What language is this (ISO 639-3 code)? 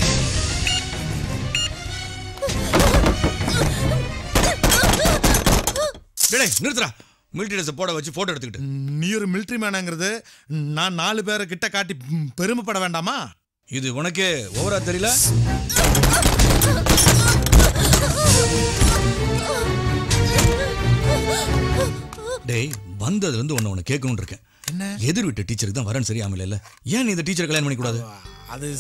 tam